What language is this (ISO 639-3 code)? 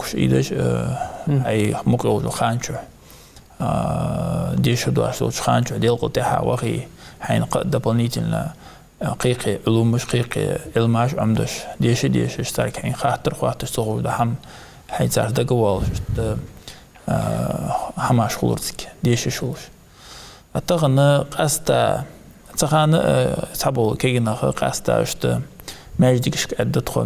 inh